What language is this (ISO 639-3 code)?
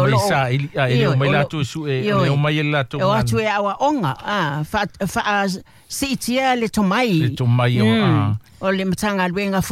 smo